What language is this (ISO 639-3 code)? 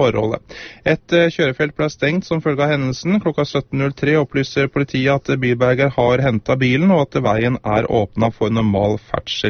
nor